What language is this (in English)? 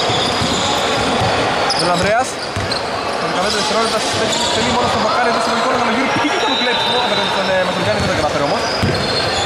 Greek